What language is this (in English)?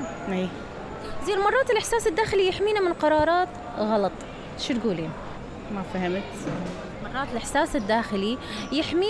Mesopotamian Arabic